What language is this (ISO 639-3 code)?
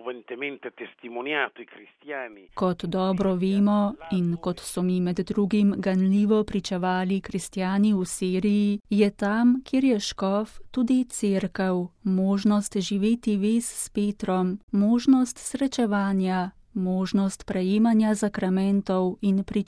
slv